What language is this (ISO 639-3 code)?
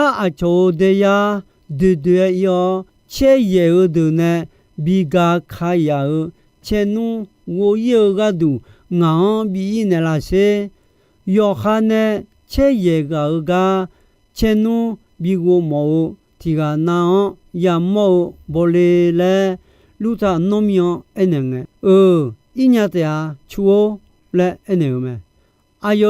ahk